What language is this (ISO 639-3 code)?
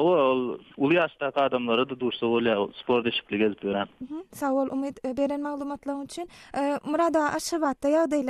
tuk